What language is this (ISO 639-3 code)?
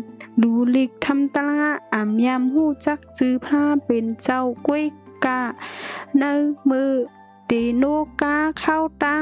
shn